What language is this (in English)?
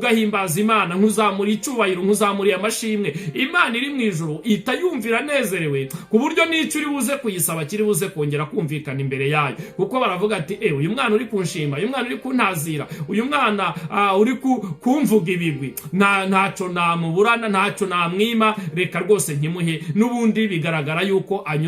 Kinyarwanda